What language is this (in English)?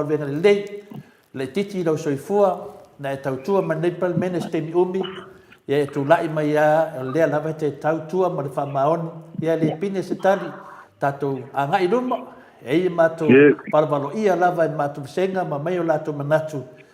Samoan